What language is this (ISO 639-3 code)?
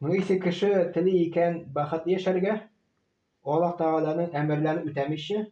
tat